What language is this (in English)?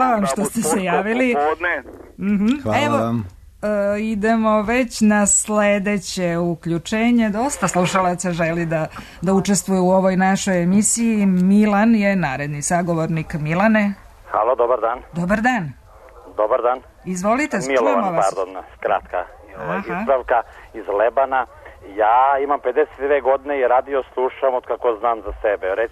Serbian